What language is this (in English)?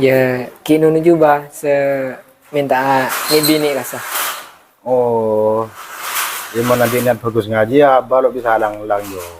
Madurese